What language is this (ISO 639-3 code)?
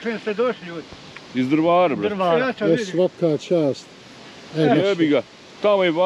bos